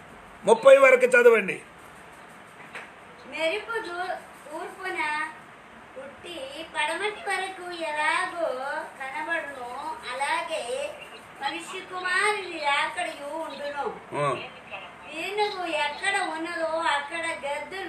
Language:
Telugu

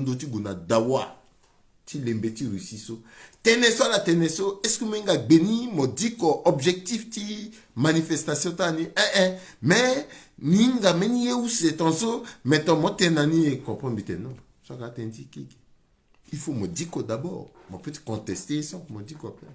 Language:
Sango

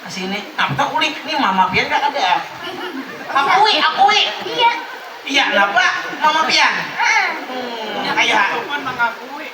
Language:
Banjar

